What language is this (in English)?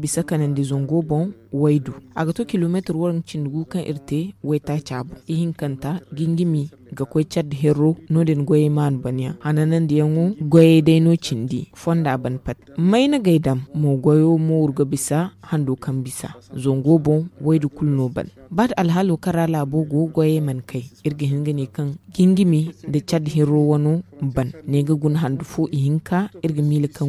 Zarma